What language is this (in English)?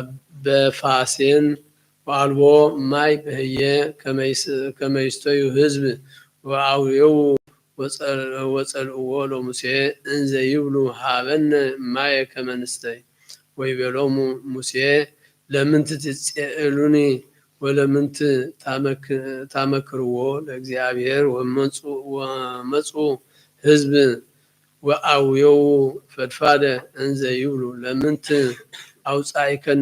Geez